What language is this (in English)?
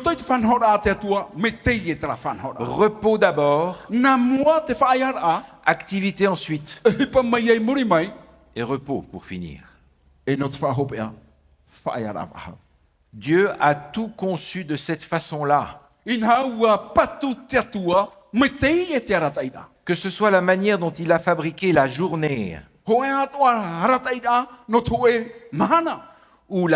Tahitian